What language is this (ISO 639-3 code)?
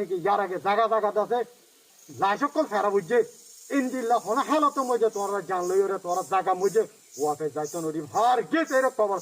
rhg